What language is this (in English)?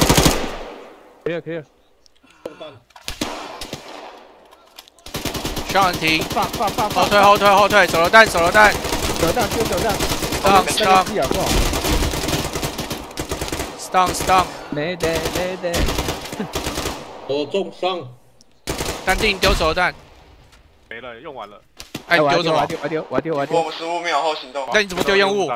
Chinese